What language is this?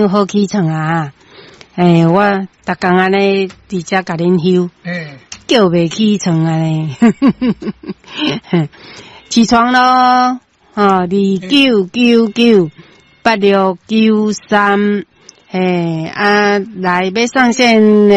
Min Nan Chinese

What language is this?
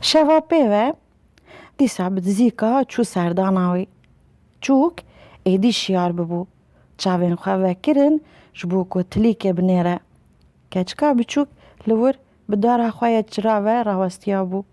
Kurdish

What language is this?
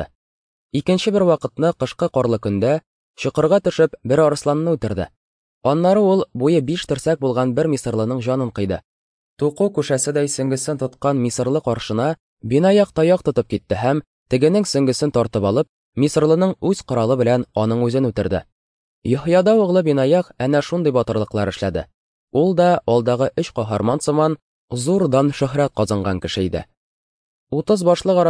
Tatar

